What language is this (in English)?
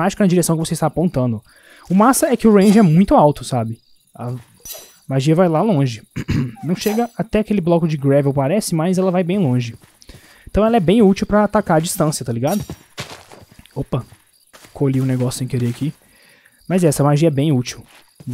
Portuguese